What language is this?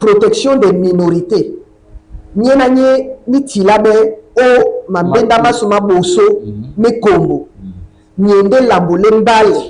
Duala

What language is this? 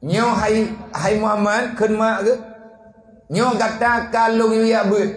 Achinese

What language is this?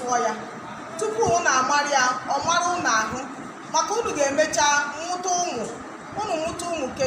Igbo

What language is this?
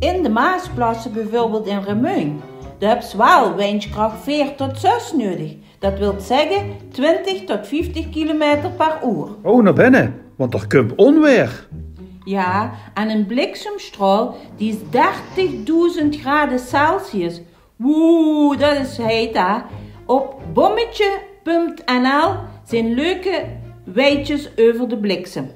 Limburgish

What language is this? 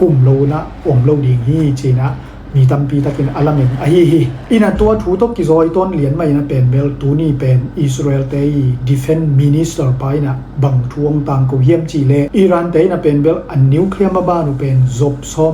Tedim Chin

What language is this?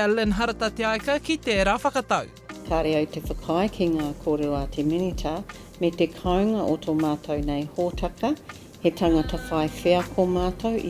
Māori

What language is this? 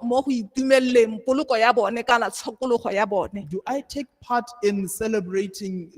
Tswana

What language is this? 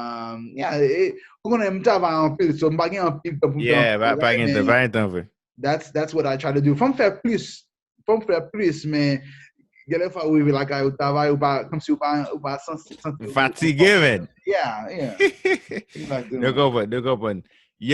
Haitian Creole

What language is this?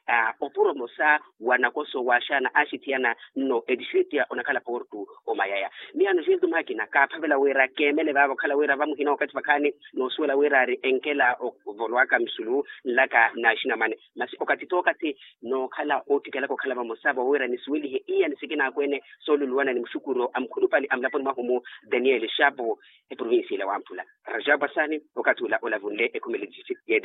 Makhuwa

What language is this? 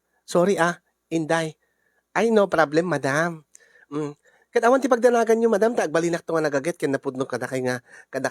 Iloko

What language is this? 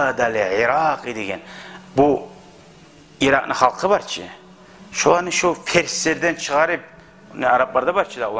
Kumyk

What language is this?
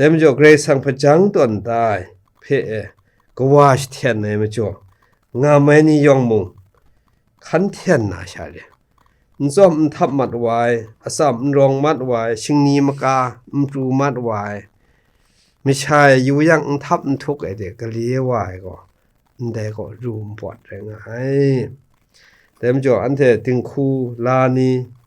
Kachin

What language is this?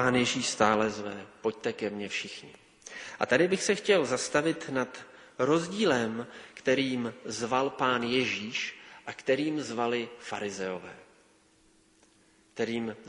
Czech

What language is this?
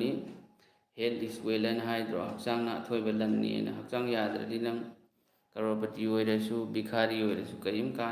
Manipuri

